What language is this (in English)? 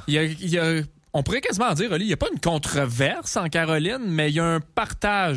French